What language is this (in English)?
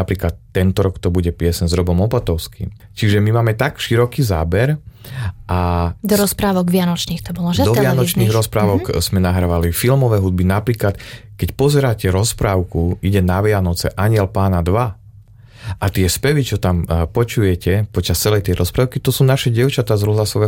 Slovak